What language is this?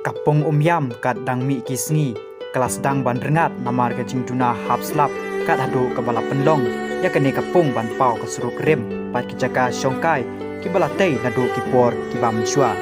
Khasi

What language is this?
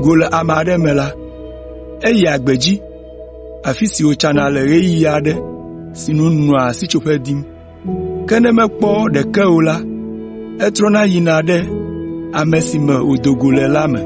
Ewe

